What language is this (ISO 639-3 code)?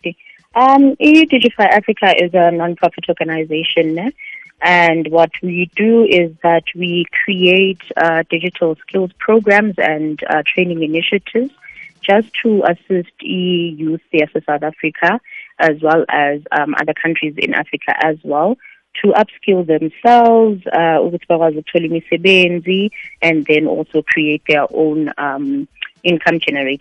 nbl